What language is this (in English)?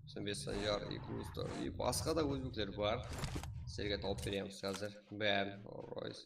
Kara-Kalpak